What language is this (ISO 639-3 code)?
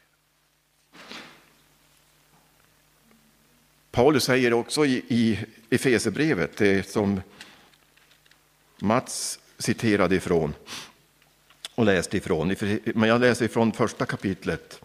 swe